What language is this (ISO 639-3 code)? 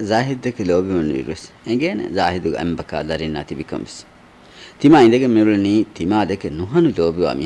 div